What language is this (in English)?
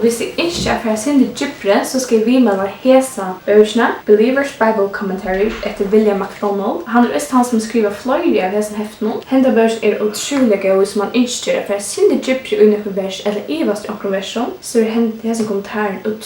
Faroese